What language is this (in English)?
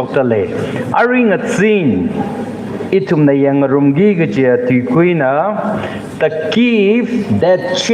Tangkhul Naga (India)